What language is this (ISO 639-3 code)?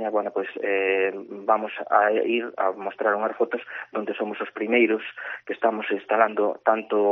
glg